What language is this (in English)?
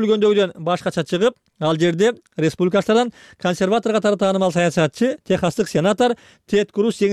Kyrgyz